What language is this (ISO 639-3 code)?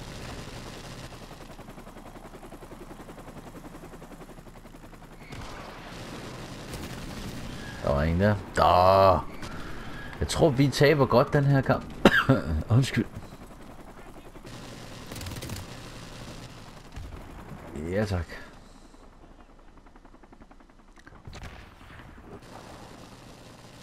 dan